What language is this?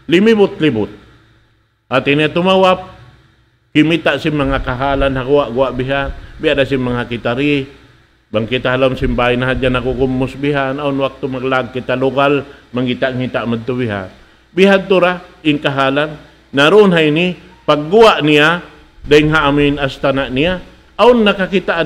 Tausug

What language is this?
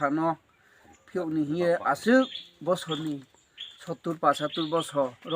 Kok Borok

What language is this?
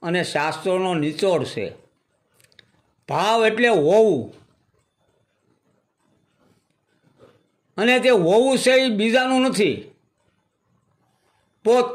Gujarati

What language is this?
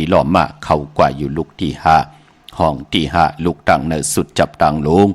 Shan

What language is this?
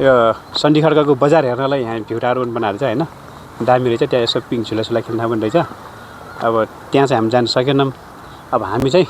Nepali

